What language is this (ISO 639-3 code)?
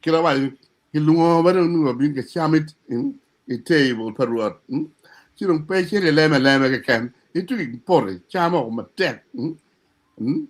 ach